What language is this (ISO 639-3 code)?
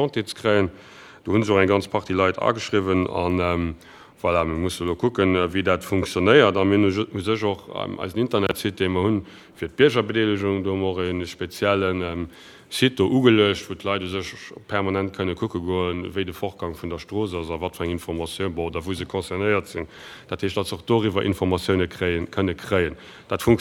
ltz